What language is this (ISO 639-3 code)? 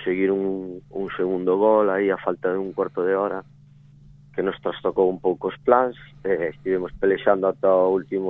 glg